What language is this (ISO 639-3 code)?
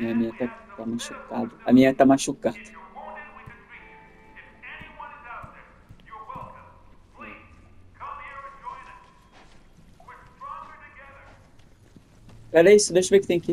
por